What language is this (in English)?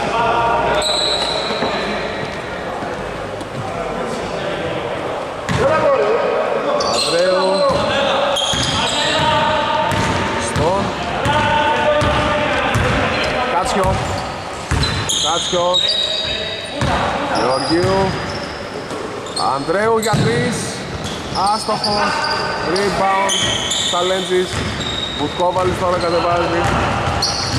Greek